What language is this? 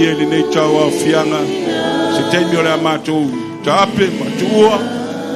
Samoan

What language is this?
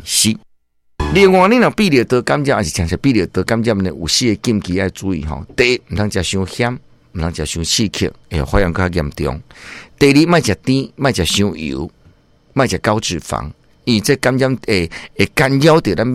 Min Nan Chinese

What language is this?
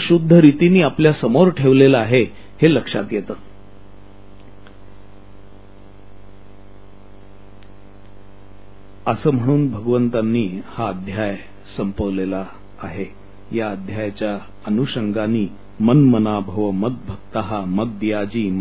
Marathi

